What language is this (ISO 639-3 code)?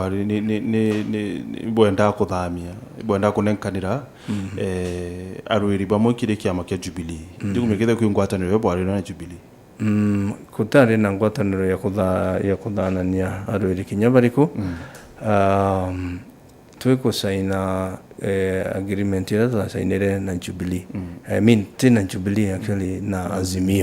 mer